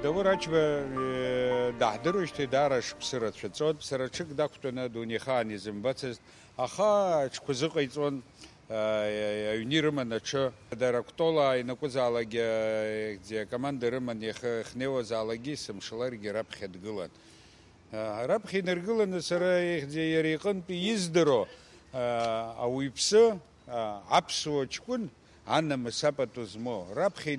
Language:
Abkhazian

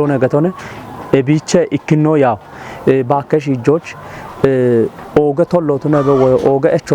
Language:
Kafa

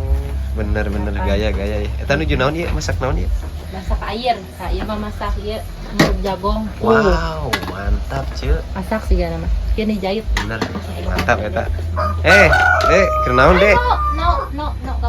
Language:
Sundanese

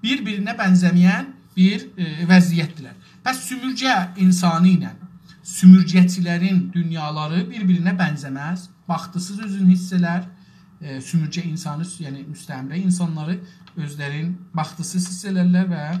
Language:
South Azerbaijani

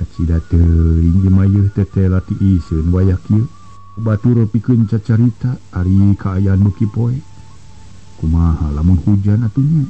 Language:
Sundanese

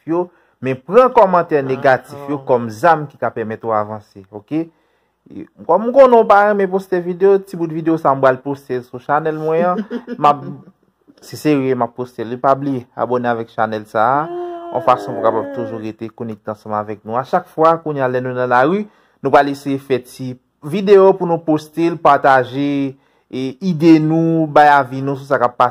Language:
Haitian Creole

